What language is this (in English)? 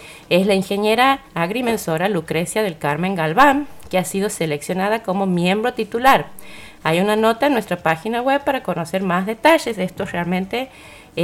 Spanish